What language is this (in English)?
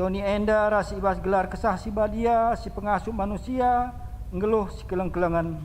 Batak Karo